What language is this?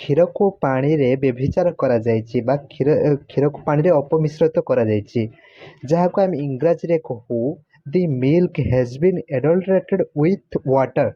Odia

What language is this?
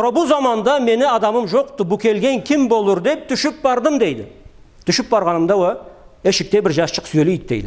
Karachay-Balkar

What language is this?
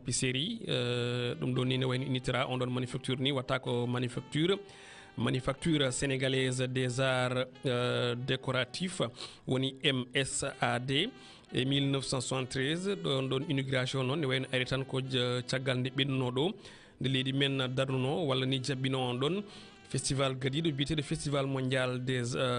Fula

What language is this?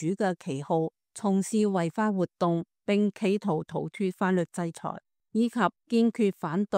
Cantonese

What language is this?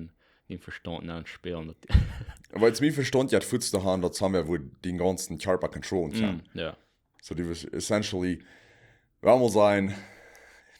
Plautdietsch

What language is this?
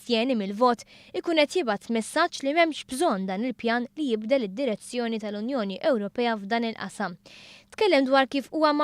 Maltese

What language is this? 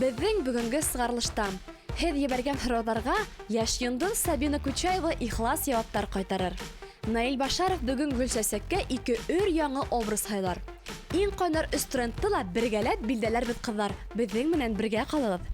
Bashkir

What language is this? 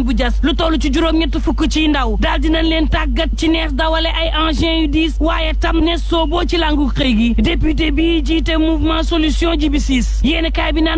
Wolof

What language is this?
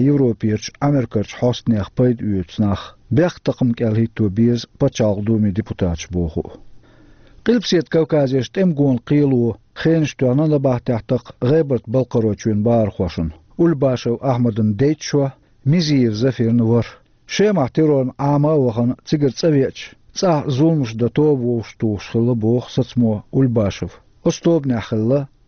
Chechen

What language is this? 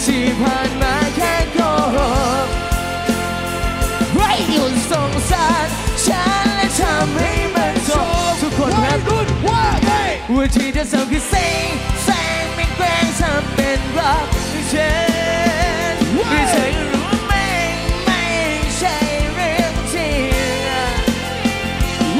Thai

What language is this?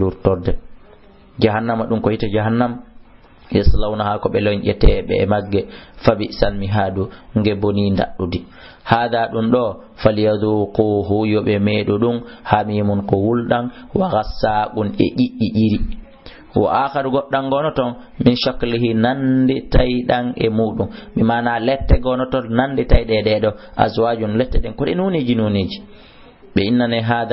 Fula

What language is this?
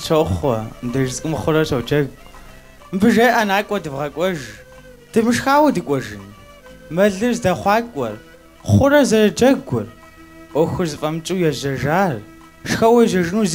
Kabardian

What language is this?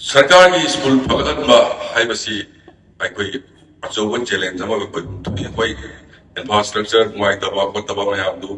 Manipuri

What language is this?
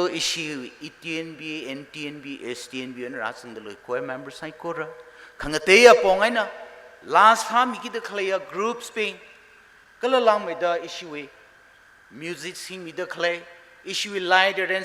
Tangkhul Naga (India)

